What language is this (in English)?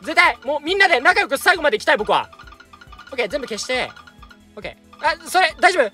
Japanese